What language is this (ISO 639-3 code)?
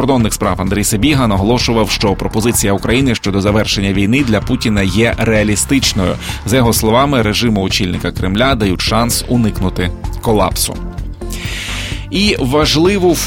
ukr